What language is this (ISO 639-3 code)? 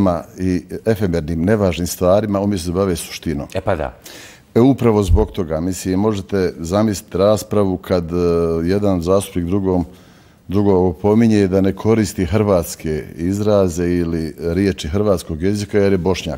bos